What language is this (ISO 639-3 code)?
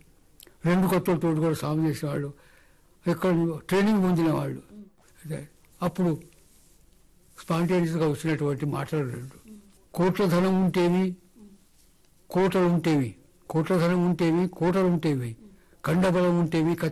tel